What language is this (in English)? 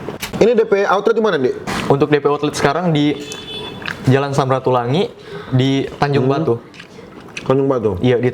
Manado Malay